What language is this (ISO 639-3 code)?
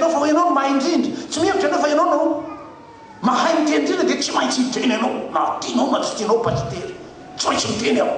mlg